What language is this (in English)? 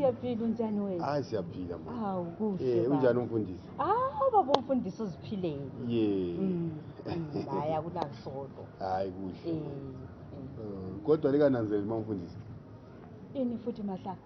North Ndebele